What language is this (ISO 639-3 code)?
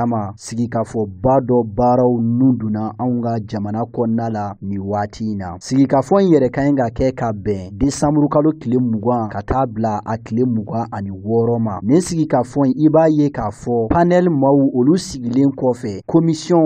bam